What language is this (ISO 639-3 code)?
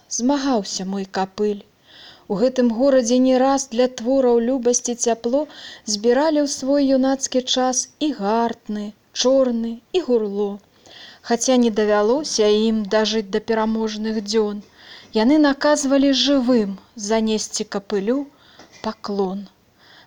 bel